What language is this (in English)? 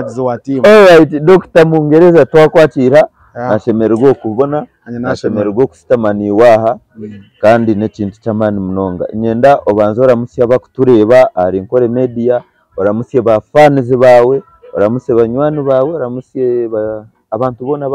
Nyankole